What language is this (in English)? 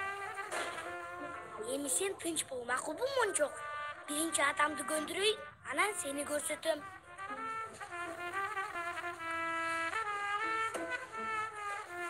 Kyrgyz